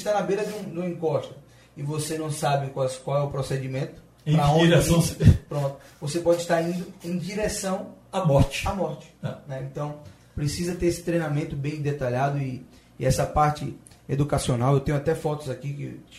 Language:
Portuguese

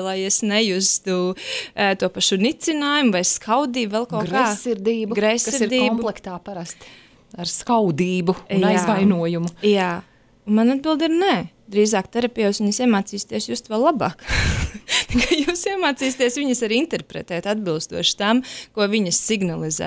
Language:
Latvian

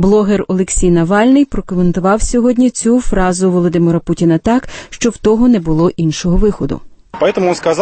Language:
Ukrainian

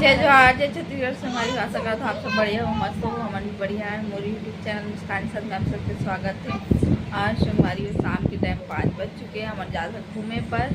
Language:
Chhattisgarhi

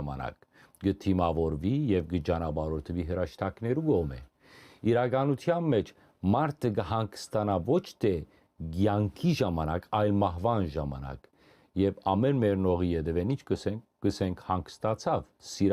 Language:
Western Armenian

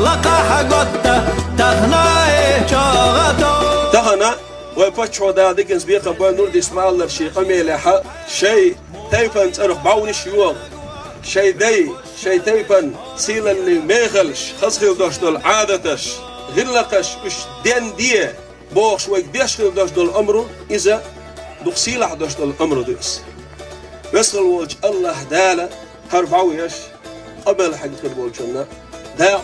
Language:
Chechen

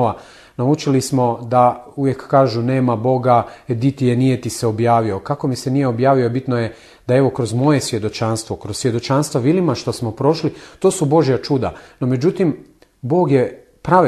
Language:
Croatian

